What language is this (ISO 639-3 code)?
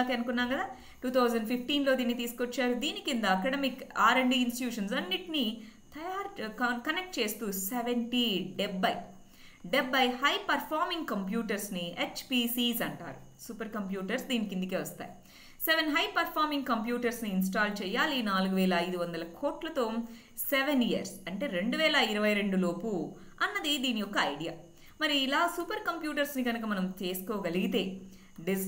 tel